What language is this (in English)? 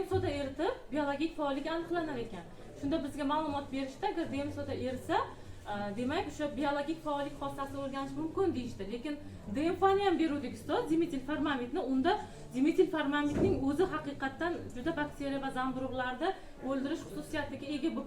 Uzbek